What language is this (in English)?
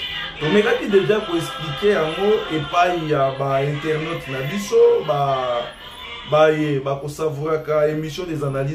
Lingala